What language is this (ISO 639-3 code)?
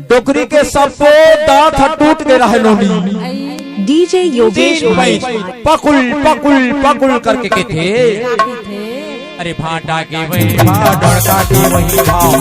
hne